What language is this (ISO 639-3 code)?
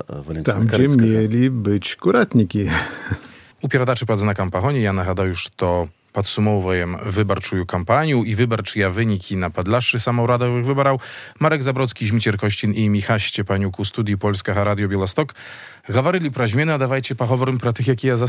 bel